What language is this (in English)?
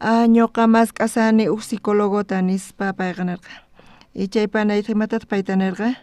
South Bolivian Quechua